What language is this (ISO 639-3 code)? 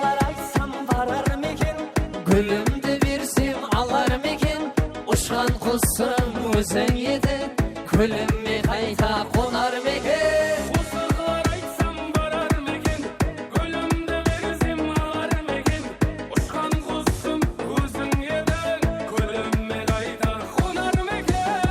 kaa